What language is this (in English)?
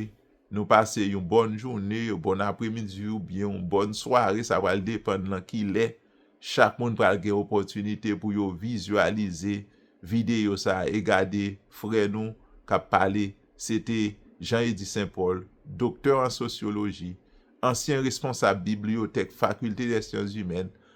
Haitian Creole